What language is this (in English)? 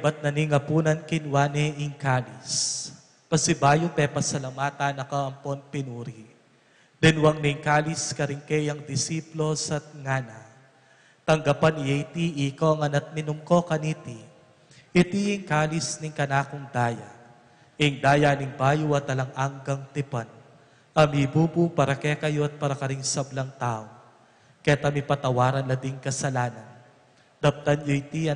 Pampanga